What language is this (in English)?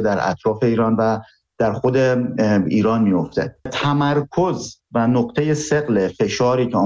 Persian